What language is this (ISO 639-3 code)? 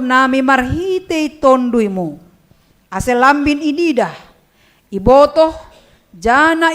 bts